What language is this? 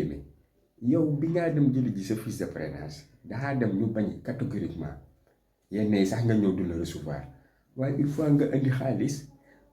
Wolof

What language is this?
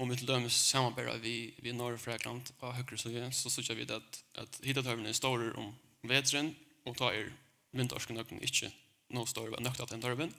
Faroese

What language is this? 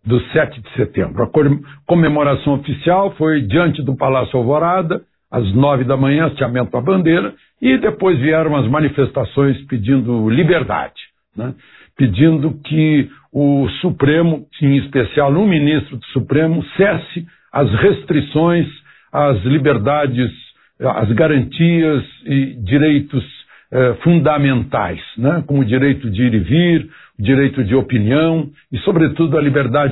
Portuguese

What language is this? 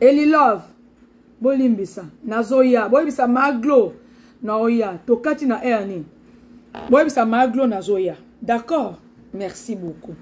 Lingala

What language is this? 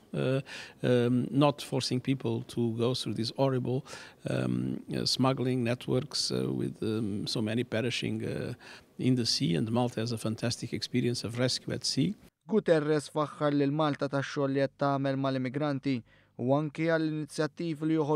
Maltese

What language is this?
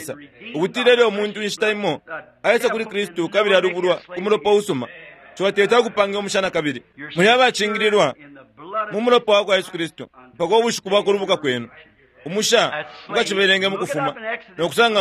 Bemba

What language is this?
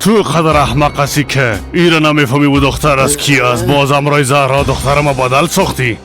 Persian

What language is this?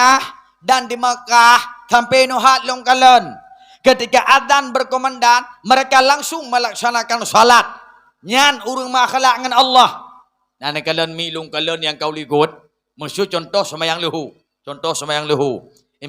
Achinese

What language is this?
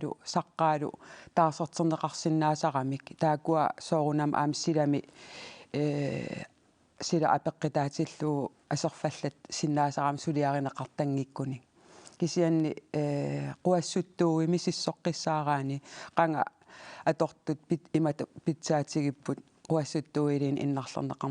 Kalaallisut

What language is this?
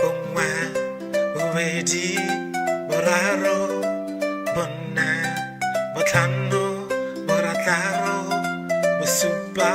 Tswana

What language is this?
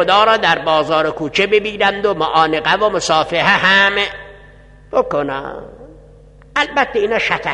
Persian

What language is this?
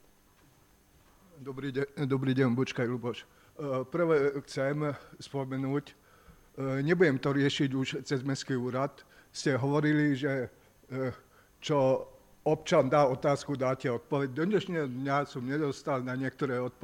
Slovak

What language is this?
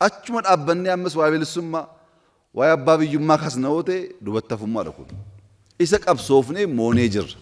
Oromo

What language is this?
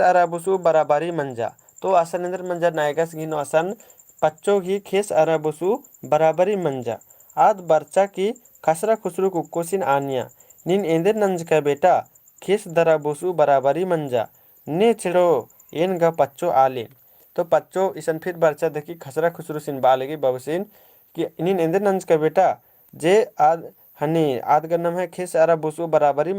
Kurukh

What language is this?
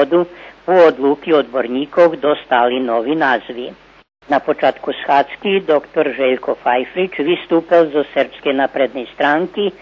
Rusyn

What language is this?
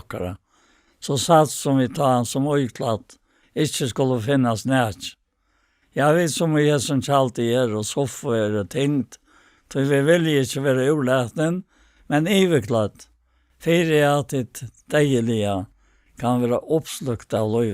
Faroese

